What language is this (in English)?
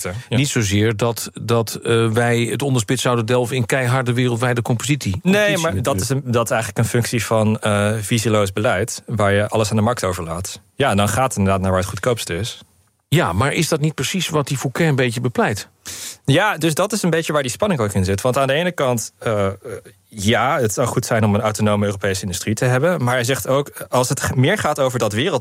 Dutch